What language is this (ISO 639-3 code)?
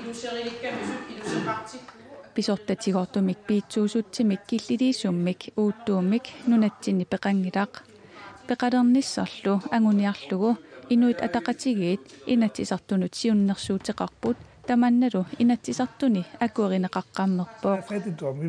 kal